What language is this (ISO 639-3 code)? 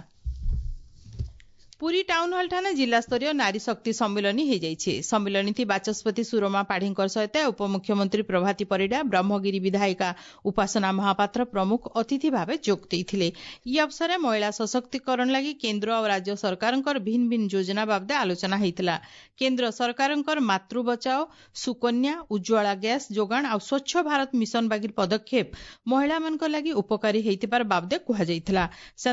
ori